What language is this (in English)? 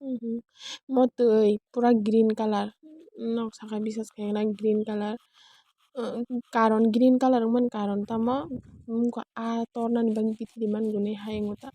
Kok Borok